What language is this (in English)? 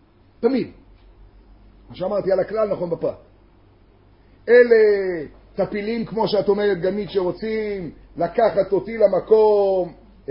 Hebrew